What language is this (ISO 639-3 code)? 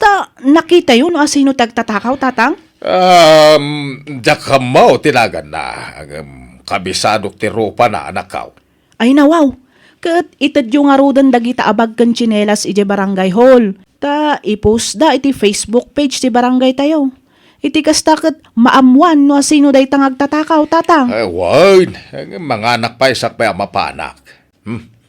ilo